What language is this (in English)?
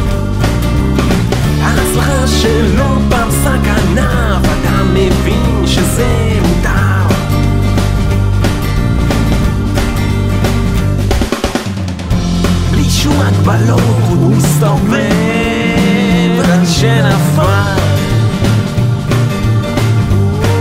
Hebrew